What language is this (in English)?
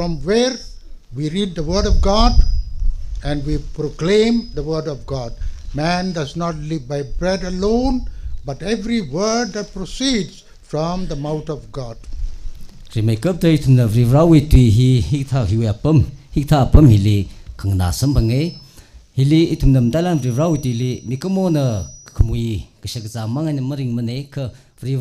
Tangkhul Naga (India)